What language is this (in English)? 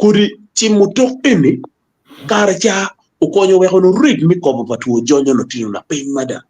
Acoli